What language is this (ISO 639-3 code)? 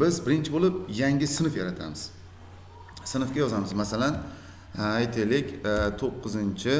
uzb